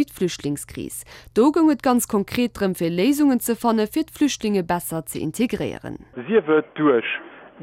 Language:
Luxembourgish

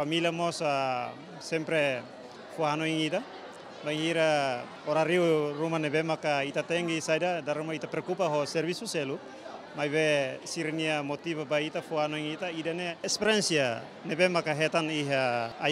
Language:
Tetum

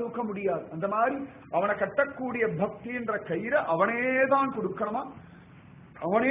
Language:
Tamil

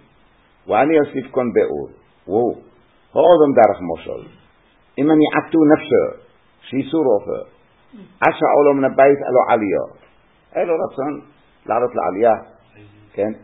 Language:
Hebrew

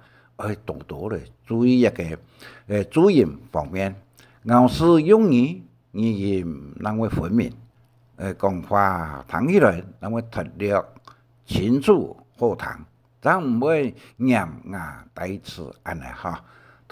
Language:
Hakka Chinese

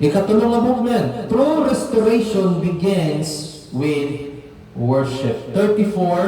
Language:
Cebuano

